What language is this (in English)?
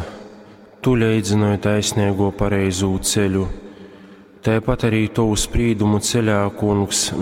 Latgalian